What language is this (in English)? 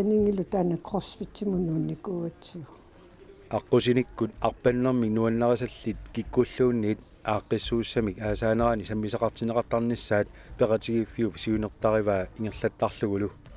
Kalaallisut